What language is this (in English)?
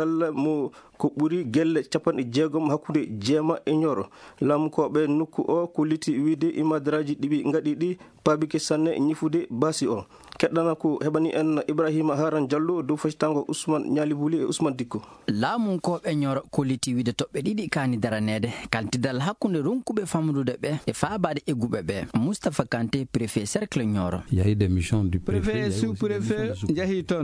Fula